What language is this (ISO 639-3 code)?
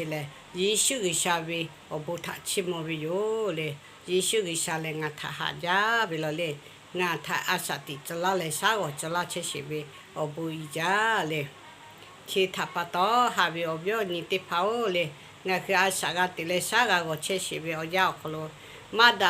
lhu